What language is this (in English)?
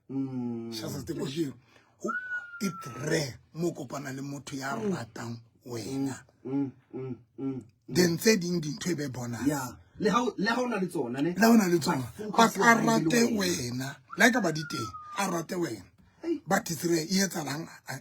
Southern Sotho